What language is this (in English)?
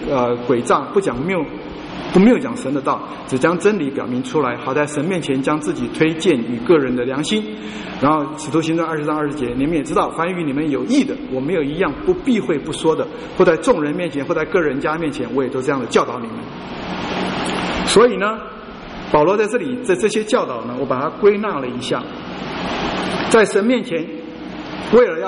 Chinese